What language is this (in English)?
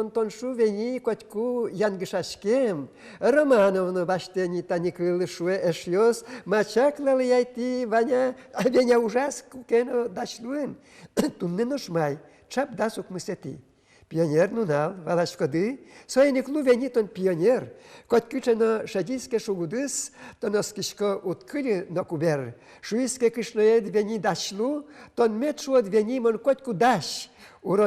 Udmurt